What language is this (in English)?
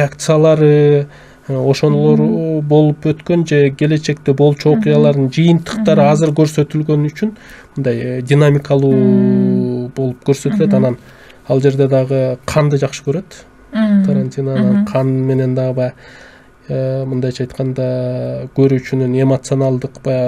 Kyrgyz